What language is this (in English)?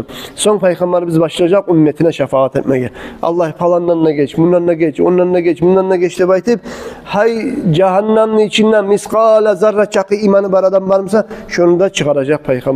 Kumyk